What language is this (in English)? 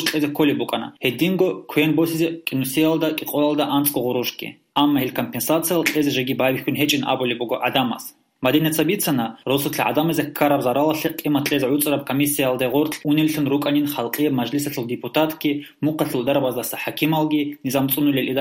Avaric